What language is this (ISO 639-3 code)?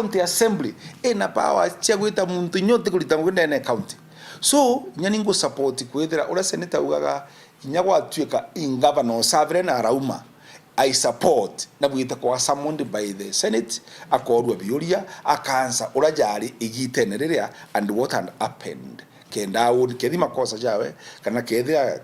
mer